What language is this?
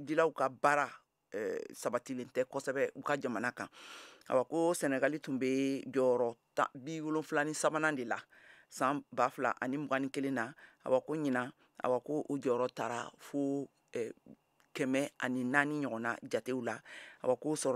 Bambara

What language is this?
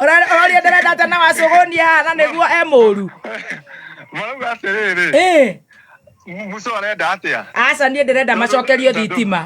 Kikuyu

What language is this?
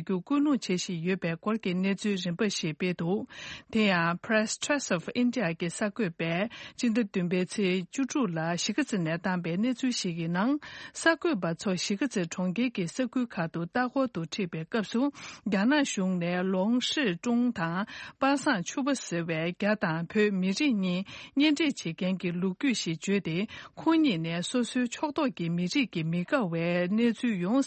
Tibetan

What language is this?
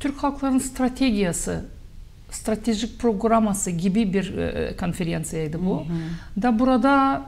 Gagauz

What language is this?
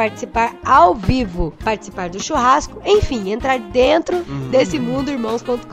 Portuguese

